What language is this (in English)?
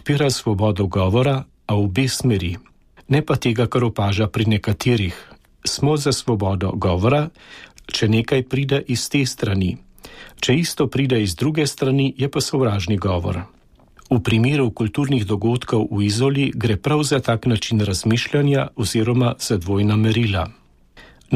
Slovenian